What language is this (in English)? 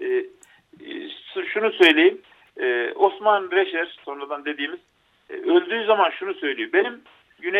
Turkish